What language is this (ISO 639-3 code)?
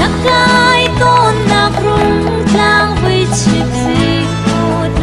cnh